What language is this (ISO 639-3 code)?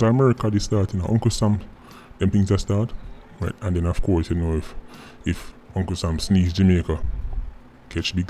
jam